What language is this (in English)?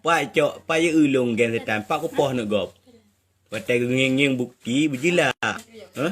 Achinese